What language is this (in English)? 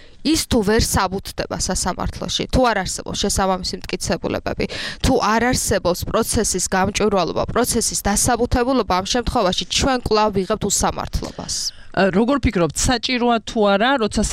Georgian